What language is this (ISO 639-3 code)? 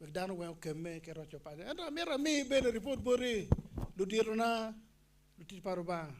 ach